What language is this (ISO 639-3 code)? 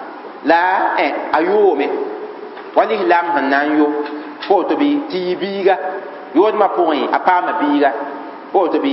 mos